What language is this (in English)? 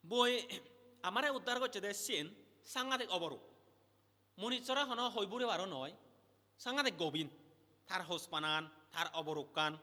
Chakma